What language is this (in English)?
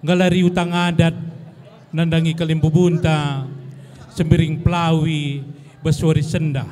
Batak Karo